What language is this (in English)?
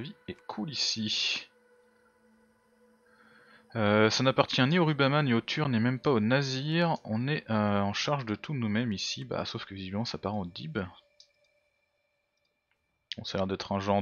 French